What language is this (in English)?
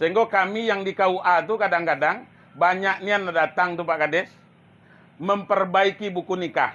Minangkabau